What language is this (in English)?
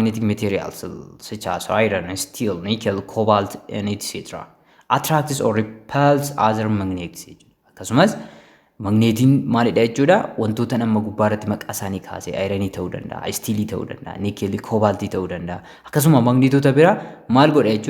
Oromo